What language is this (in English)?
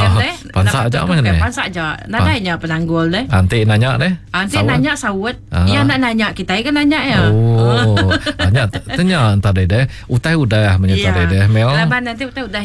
Iban